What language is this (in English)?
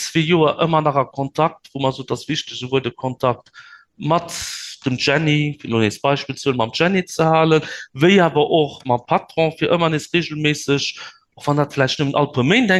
Luxembourgish